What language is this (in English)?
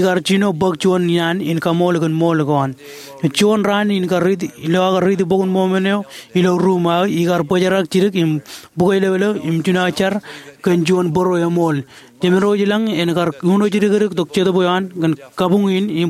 Marshallese